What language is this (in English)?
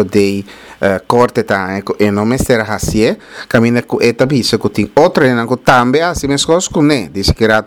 Papiamento